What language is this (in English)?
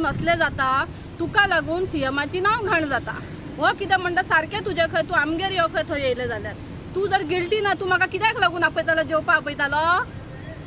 Konkani